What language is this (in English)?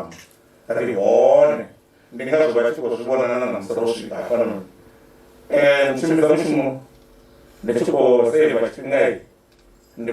Venda